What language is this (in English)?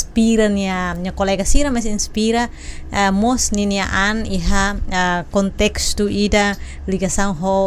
Tetum